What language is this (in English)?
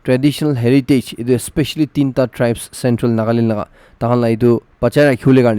Naga Pidgin